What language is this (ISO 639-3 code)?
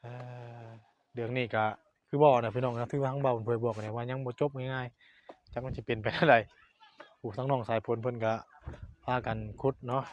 tts